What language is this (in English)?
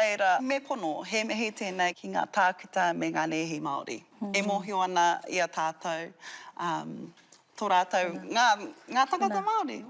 Māori